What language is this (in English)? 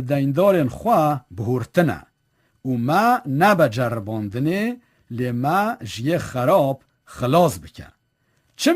Kurdish